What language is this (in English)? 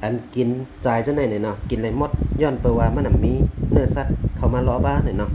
Shan